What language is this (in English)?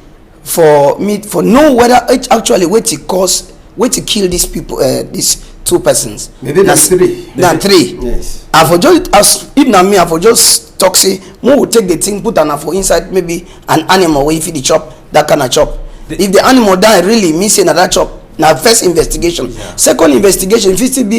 Cameroon Pidgin